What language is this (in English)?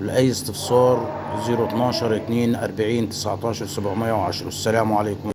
Egyptian Arabic